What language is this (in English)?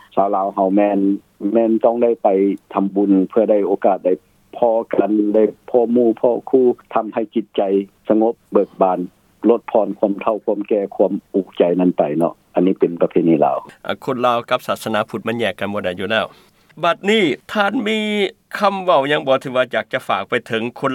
Lao